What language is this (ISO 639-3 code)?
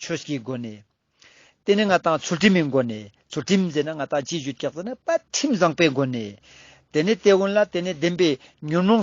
lbj